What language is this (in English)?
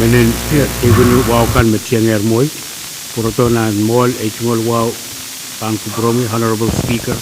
Pohnpeian